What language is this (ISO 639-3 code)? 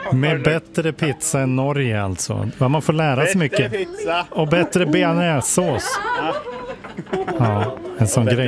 swe